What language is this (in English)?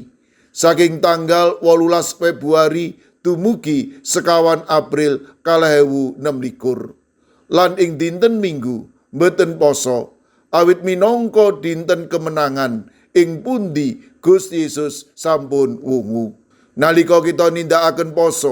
Javanese